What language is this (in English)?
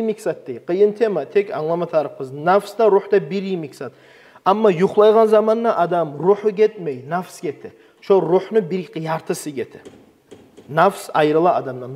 Kumyk